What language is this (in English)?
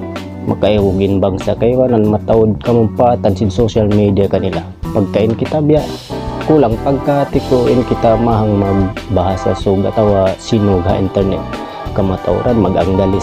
Tausug